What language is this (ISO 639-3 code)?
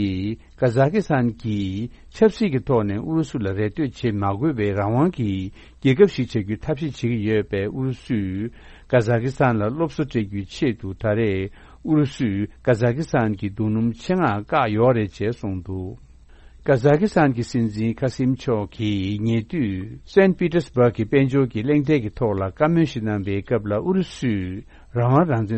bod